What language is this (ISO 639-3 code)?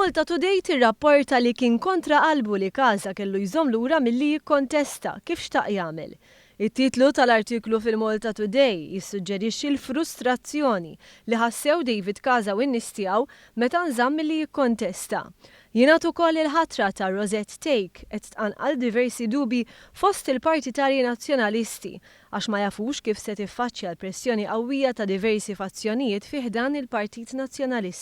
mlt